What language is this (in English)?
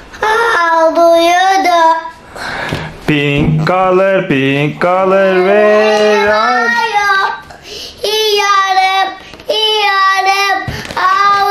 Turkish